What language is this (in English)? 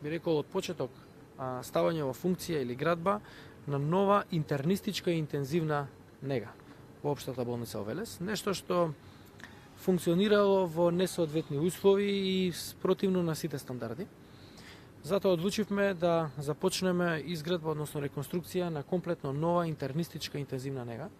Macedonian